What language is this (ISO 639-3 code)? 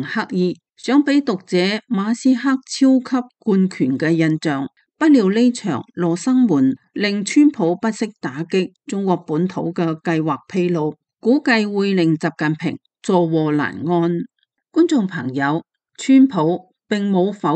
yue